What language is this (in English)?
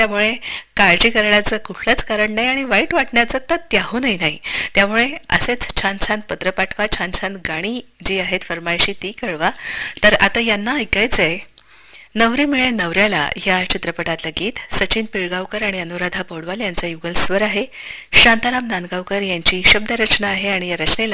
Marathi